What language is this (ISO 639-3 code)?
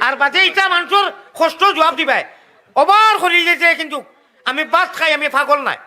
syl